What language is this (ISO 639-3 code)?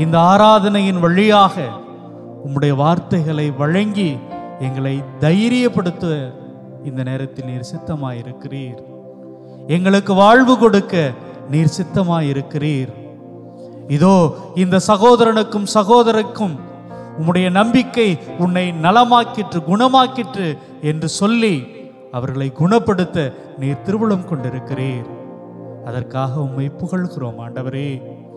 tam